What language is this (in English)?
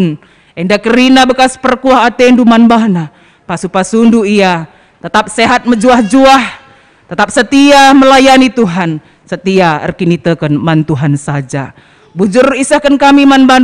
Batak Karo